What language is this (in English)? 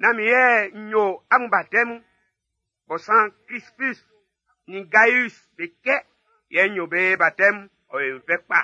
Baoulé